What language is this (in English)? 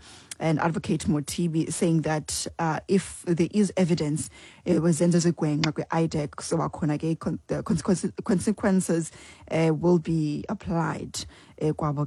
Xhosa